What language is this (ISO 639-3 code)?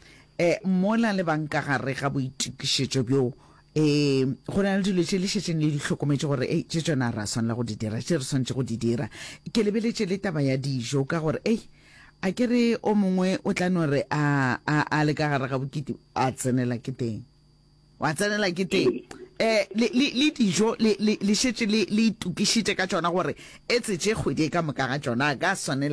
nso